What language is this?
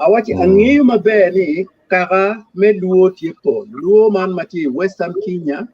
Acoli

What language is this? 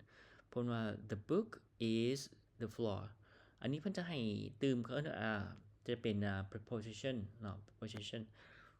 Lao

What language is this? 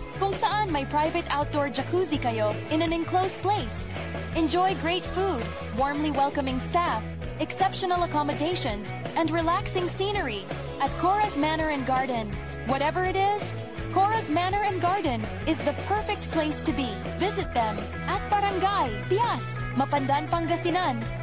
Pangasinan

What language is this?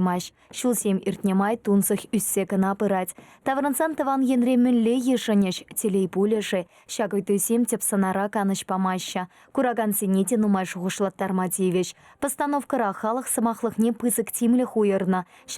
Chuvash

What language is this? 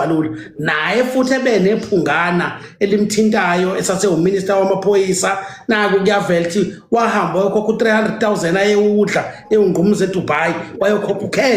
Zulu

